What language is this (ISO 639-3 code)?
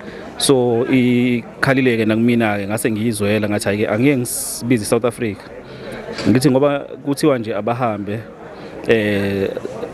zul